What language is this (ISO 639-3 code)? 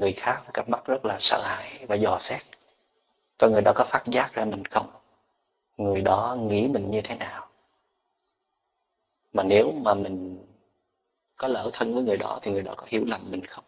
vie